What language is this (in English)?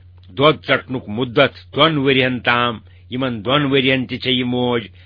Kashmiri